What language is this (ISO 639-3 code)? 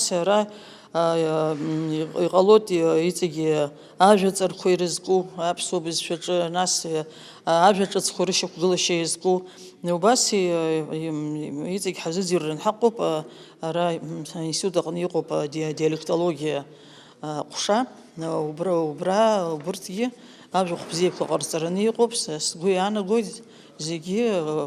abk